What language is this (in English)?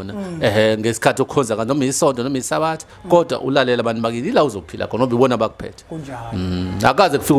Zulu